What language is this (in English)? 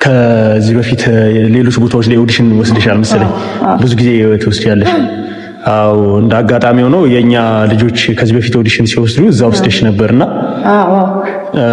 Amharic